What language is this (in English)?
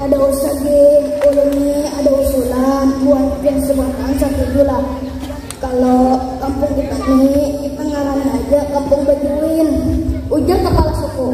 Banjar